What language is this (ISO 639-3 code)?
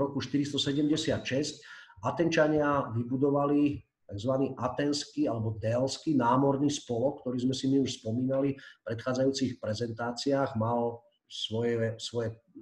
slk